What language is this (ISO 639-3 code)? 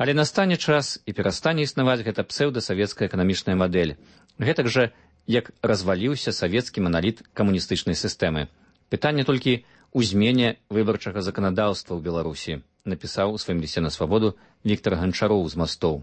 bel